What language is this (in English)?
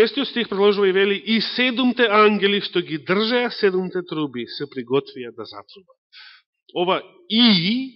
Macedonian